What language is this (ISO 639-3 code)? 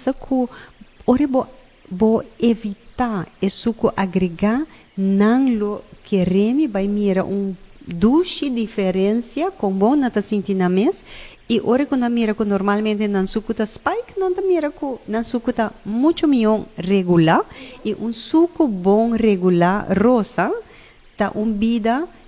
pap